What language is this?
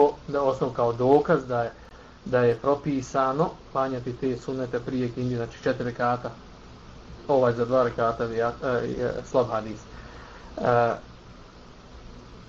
Bosnian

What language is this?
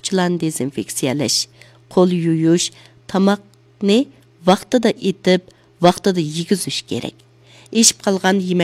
Uyghur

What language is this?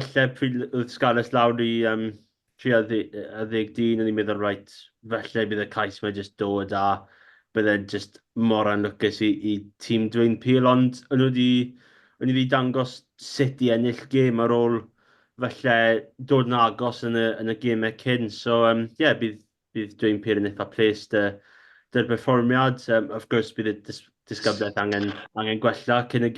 Welsh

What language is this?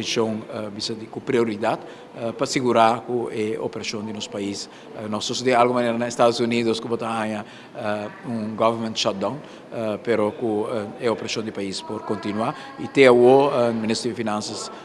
Papiamento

